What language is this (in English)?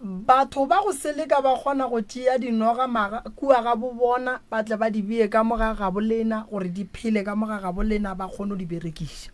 Northern Sotho